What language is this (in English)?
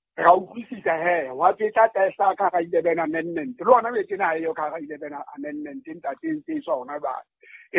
Southern Sotho